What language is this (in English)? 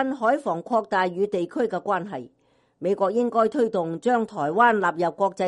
Cantonese